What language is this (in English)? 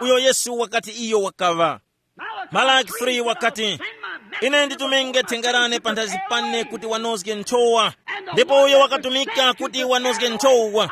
Tumbuka